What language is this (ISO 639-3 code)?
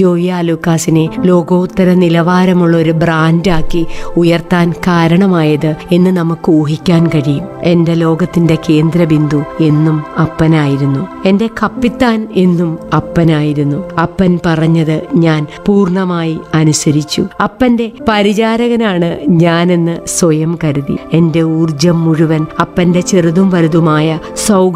mal